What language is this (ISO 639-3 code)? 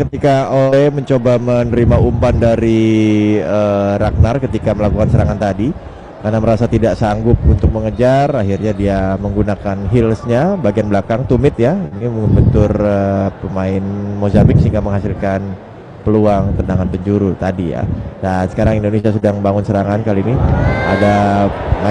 ind